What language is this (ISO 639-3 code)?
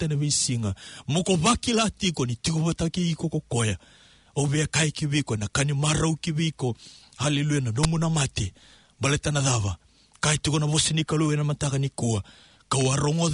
fij